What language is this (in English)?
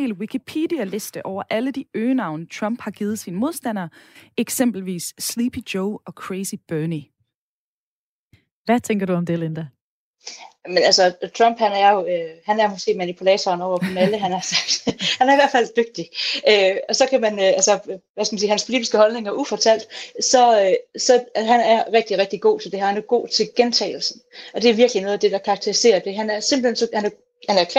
Danish